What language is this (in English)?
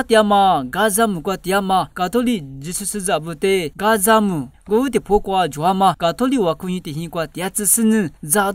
Lisu